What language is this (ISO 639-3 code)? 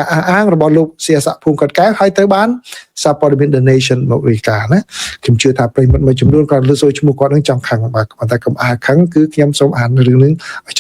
khm